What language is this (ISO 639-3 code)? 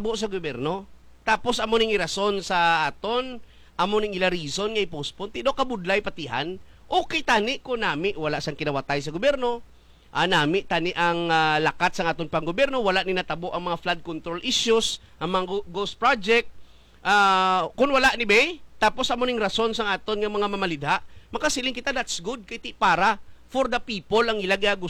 hil